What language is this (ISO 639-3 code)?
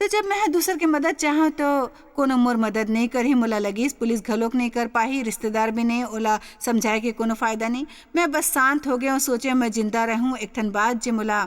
hne